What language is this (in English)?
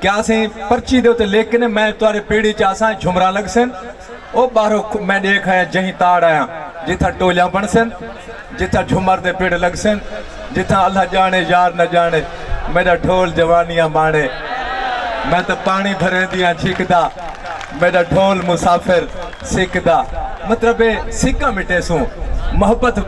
Saraiki